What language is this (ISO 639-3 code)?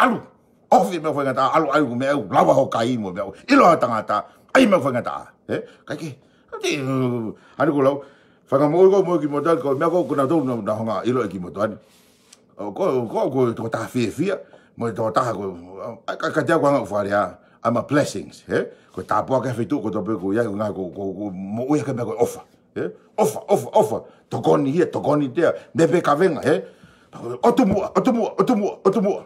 ton